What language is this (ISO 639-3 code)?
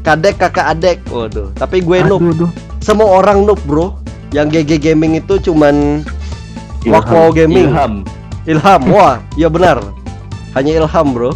bjn